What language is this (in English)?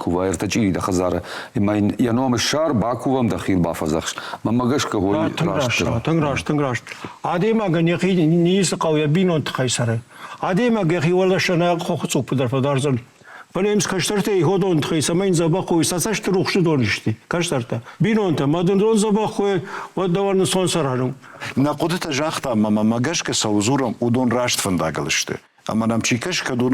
Ossetic